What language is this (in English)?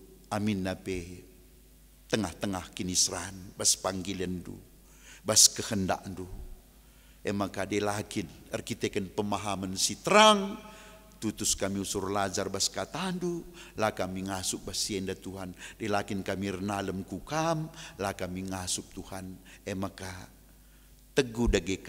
Batak Karo